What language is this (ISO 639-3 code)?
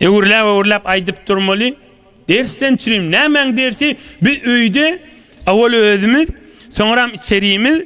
tuk